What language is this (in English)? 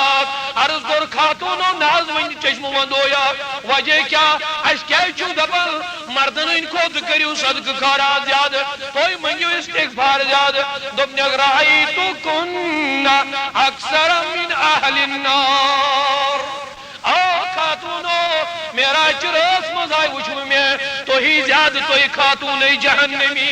Kashmiri